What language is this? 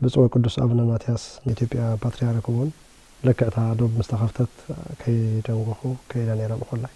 Tigrinya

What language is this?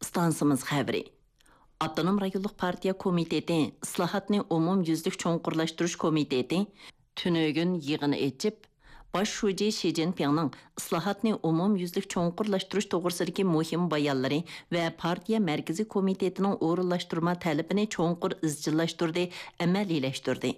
Uyghur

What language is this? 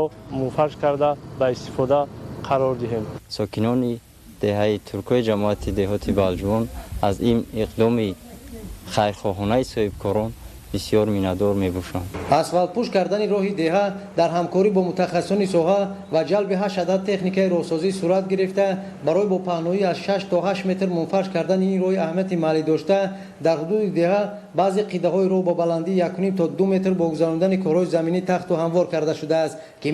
Tajik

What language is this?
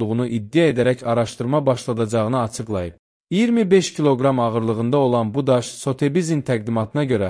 Azerbaijani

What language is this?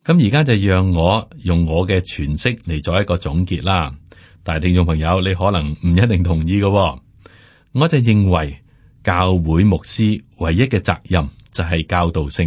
Cantonese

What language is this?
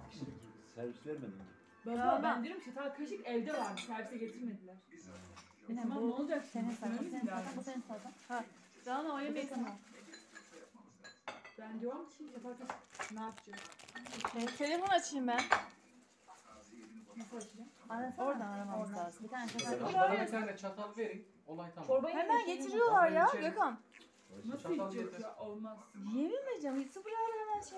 Turkish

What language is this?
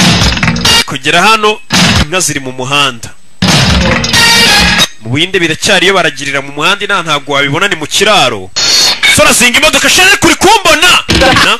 Kinyarwanda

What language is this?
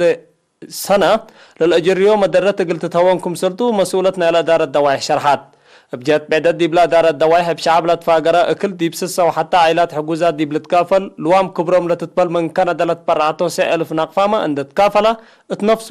Tigre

